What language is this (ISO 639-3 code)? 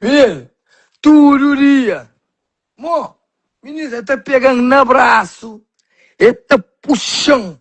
kea